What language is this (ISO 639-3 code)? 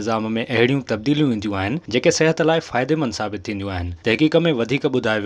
snd